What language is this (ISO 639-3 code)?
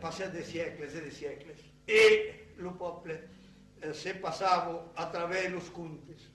oci